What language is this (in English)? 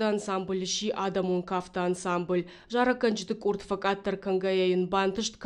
Ossetic